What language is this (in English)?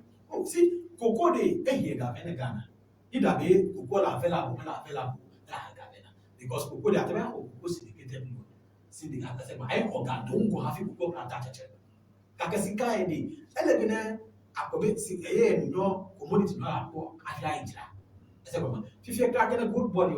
Ewe